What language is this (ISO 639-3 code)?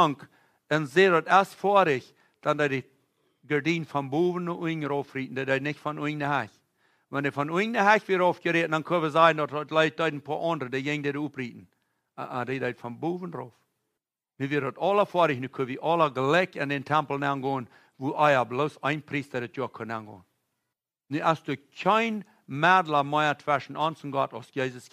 pdt